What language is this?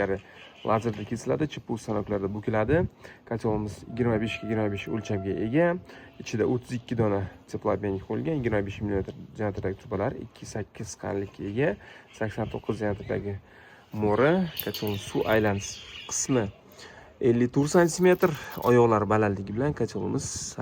Uzbek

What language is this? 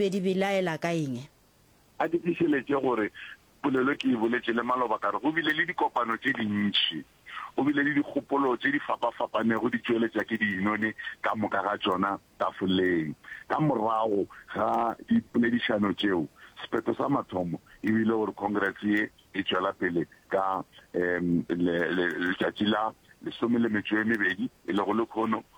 Northern Sotho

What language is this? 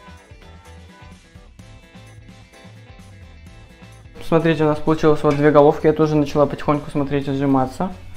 Russian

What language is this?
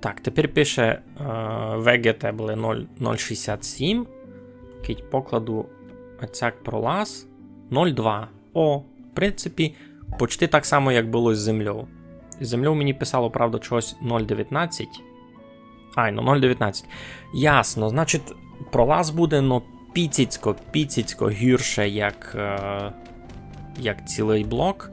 Rusyn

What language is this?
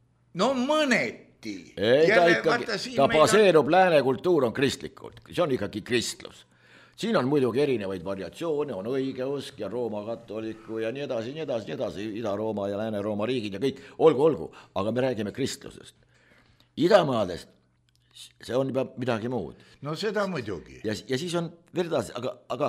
Estonian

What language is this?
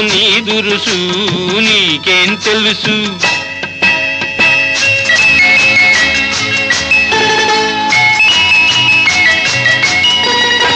Telugu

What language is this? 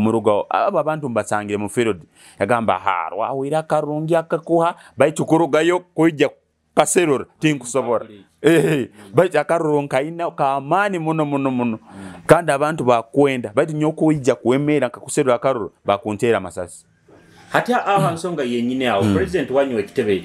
Nyoro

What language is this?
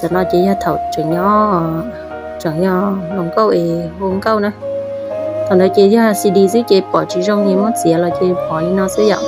Hmong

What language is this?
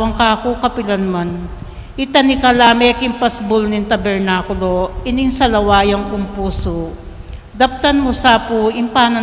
Pampanga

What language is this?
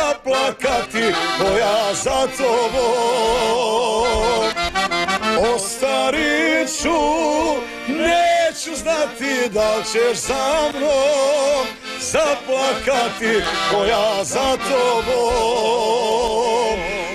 Croatian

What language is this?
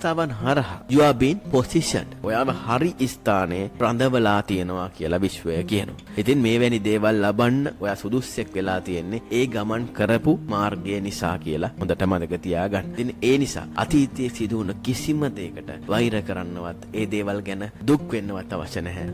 Sinhala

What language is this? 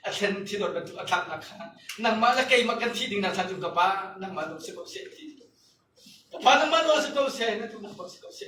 Hakha Chin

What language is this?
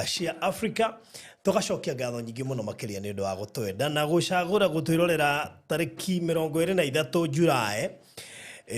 Kikuyu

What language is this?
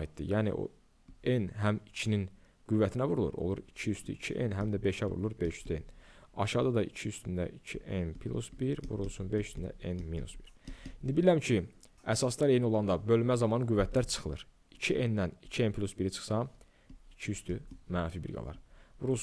Azerbaijani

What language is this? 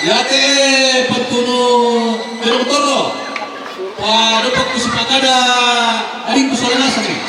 Toraja-Sa'dan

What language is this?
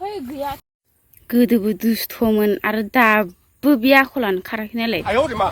Bodo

